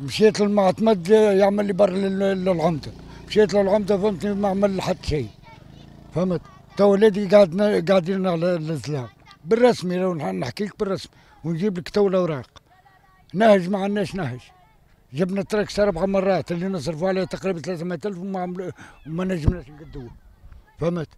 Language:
Tunisian Arabic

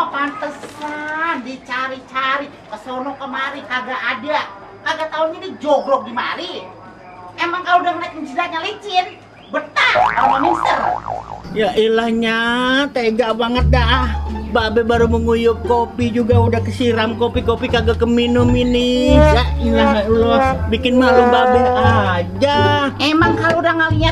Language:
Betawi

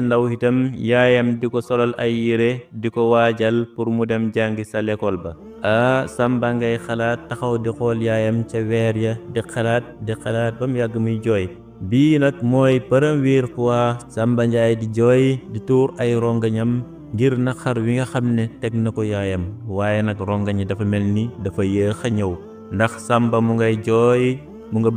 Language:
Wolof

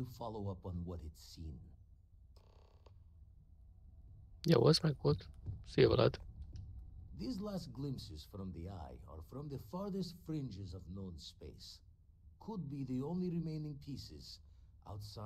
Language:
Hungarian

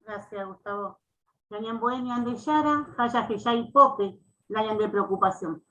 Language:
Guarani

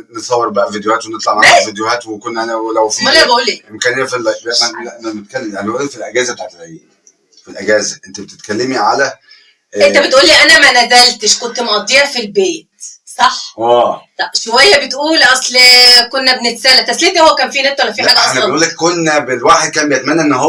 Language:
Egyptian Arabic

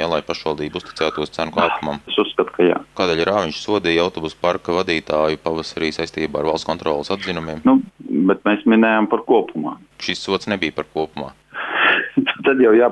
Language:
Latvian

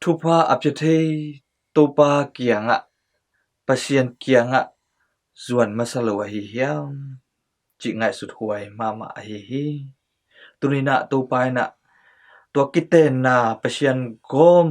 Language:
Tedim Chin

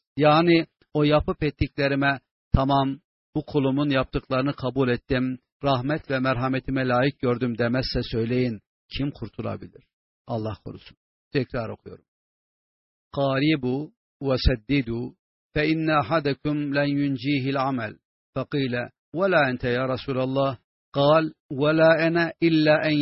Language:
Turkish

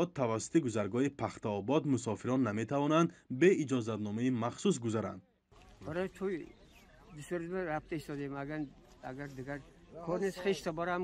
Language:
Tajik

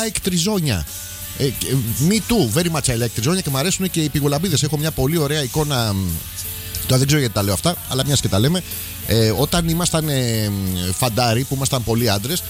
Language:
Greek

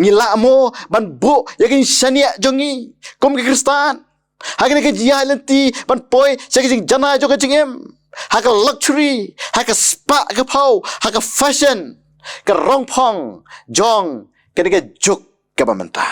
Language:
Khasi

